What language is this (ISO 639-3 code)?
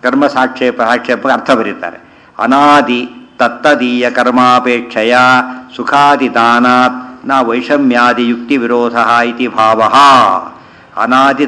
kan